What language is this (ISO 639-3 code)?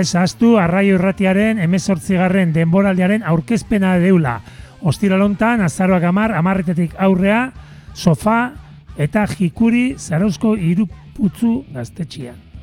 eus